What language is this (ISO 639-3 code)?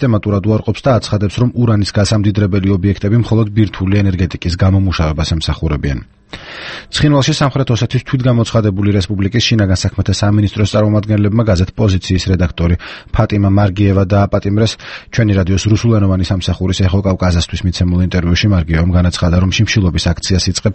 kat